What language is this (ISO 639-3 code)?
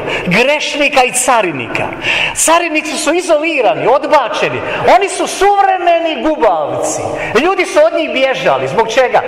hrv